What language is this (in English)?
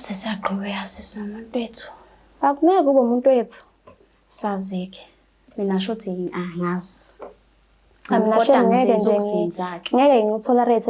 Zulu